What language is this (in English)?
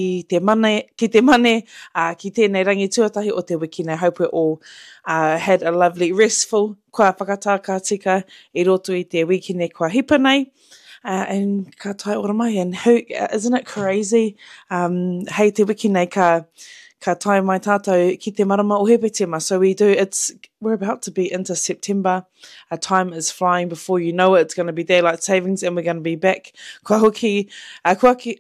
Māori